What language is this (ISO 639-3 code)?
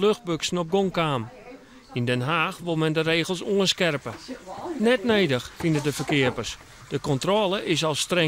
fry